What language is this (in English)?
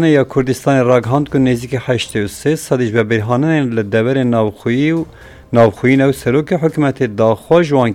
Kurdish